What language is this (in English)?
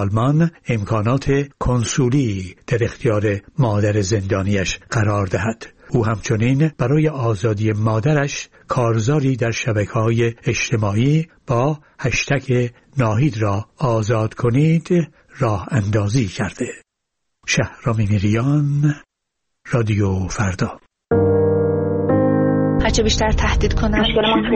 Persian